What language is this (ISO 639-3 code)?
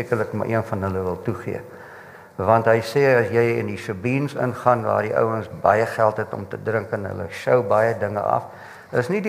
afr